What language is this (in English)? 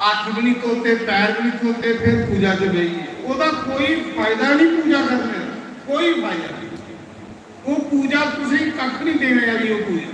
Dogri